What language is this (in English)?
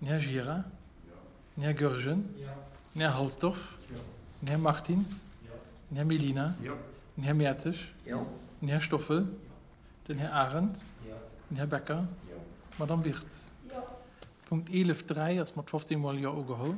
Luxembourgish